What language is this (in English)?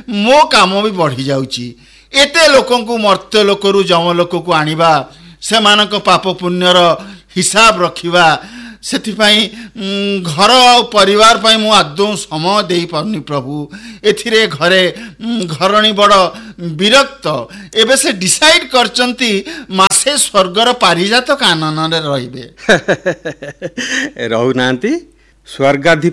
Odia